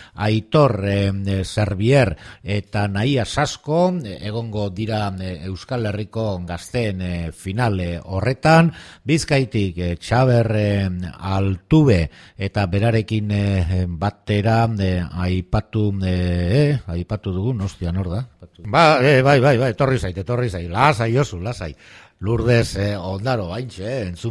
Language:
Basque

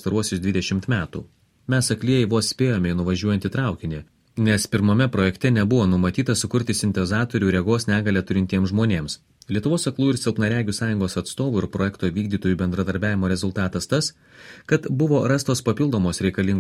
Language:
Lithuanian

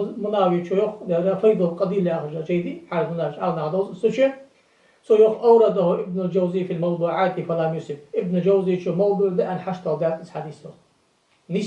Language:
Ingush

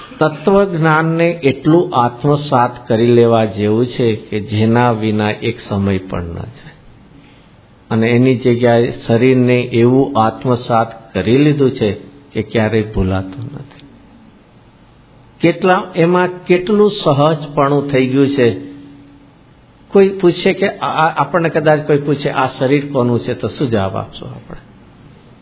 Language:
Gujarati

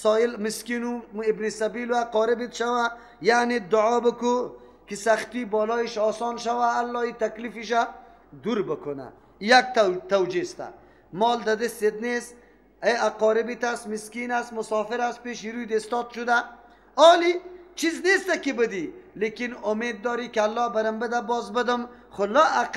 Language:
Persian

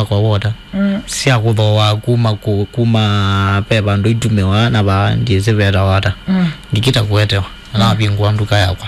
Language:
Kamba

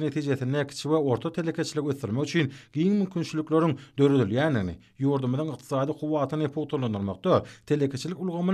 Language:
Turkmen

